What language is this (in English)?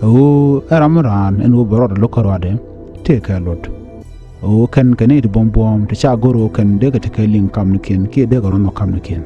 Nuer